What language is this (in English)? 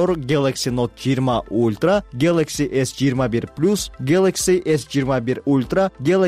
Kyrgyz